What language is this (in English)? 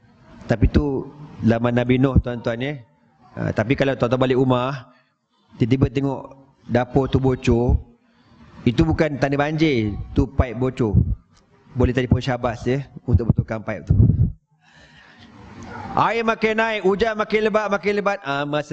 Malay